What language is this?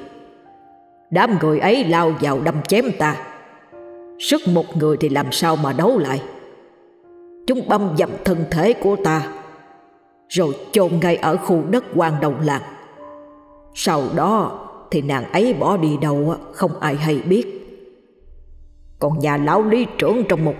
Vietnamese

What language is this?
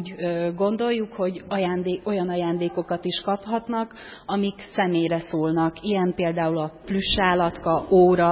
Hungarian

